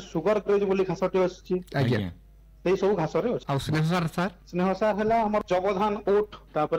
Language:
Odia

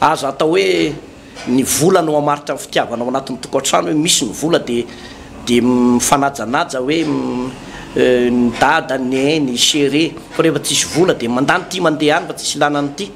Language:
Malagasy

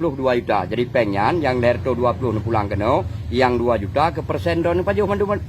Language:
Achinese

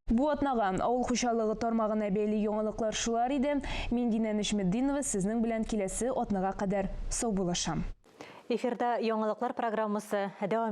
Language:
Tatar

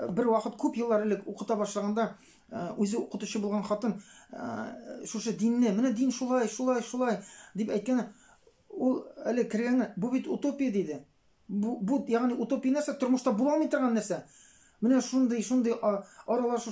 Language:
Tatar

